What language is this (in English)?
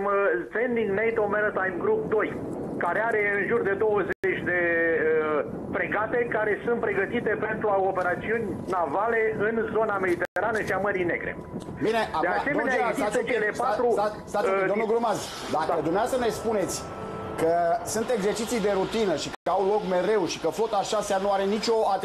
Romanian